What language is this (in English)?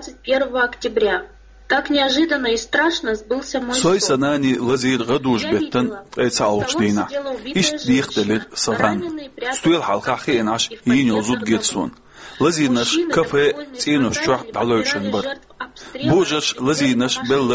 Chechen